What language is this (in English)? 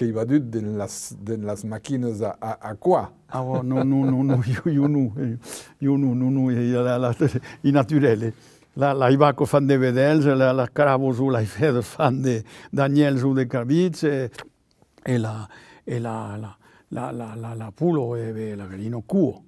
Occitan